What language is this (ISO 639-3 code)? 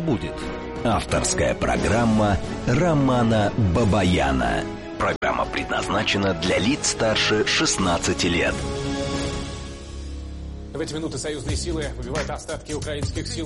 rus